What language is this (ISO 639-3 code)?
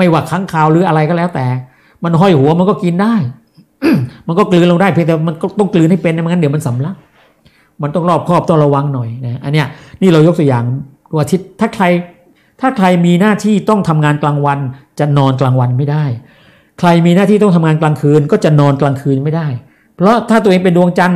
tha